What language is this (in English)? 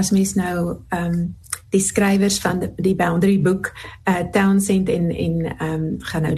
Afrikaans